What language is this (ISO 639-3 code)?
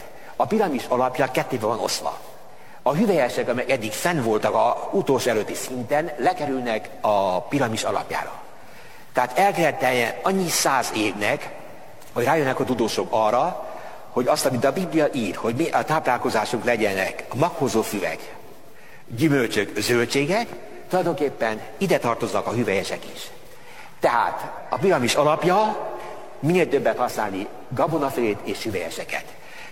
hun